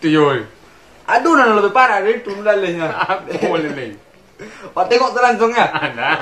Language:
Minangkabau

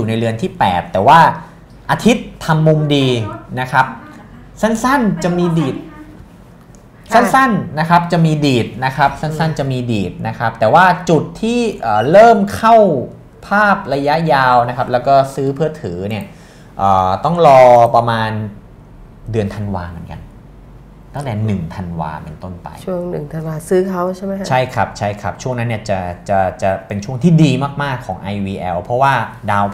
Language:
Thai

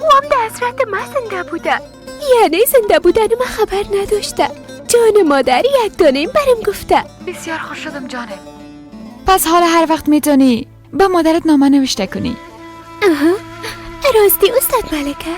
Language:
Persian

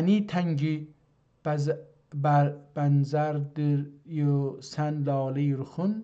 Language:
South Azerbaijani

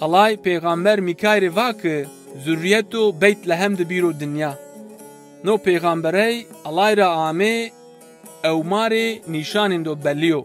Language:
Zaza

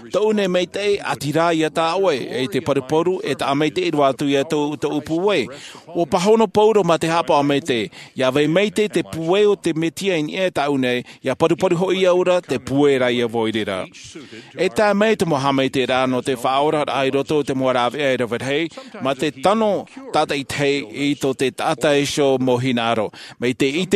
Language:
Tahitian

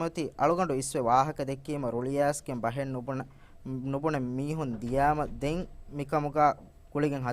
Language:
Divehi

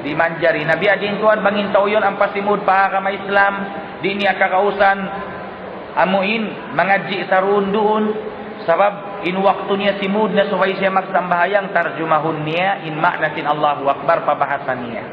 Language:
Tausug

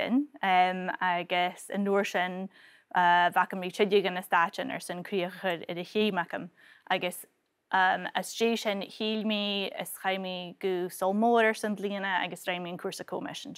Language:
Scottish Gaelic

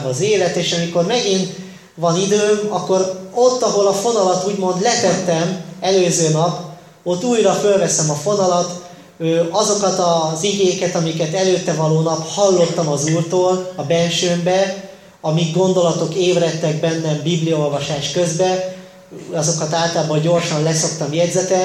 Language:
Hungarian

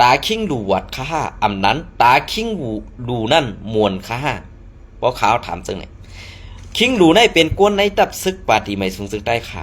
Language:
Shan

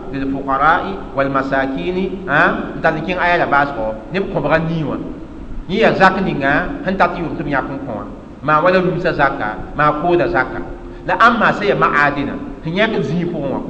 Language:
Mossi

